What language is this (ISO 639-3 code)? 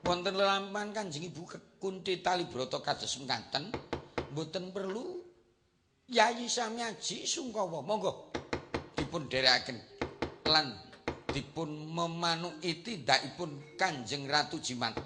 jav